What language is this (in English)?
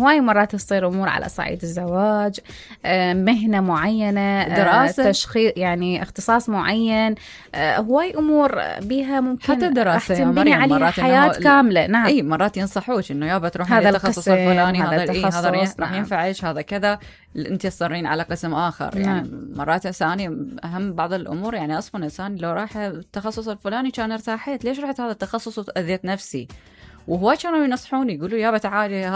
Mesopotamian Arabic